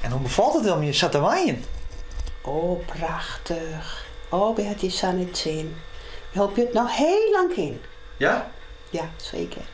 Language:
Western Frisian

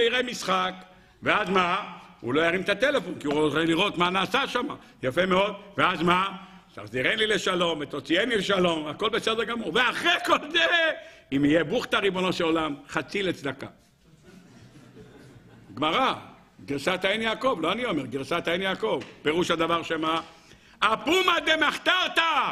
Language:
Hebrew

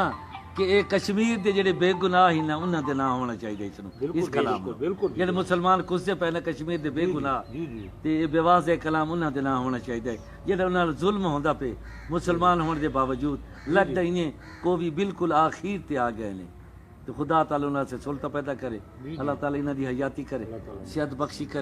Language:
Saraiki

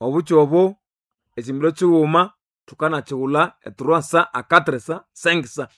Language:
Nande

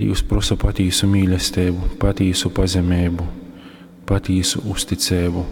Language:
Latgalian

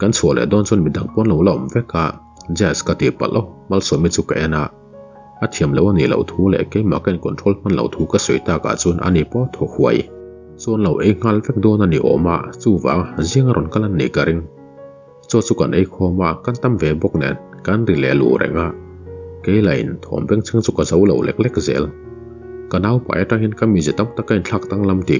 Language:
Mizo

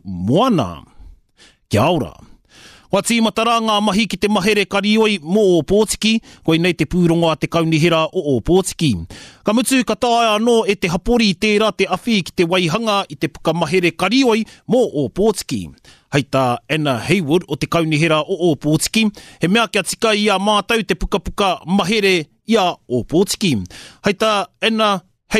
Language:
Māori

